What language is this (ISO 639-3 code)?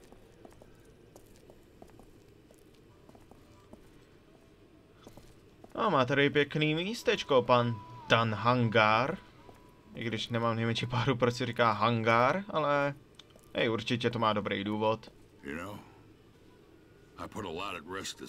ces